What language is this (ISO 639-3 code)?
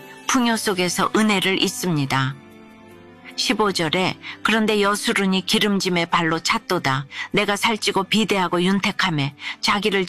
kor